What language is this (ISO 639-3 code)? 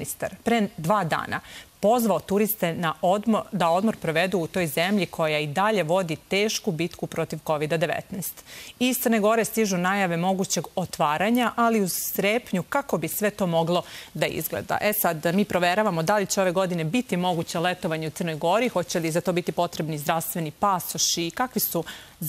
srp